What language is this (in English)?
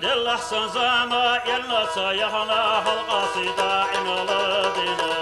Chechen